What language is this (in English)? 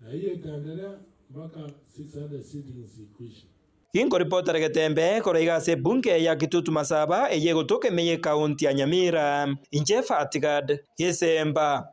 Gusii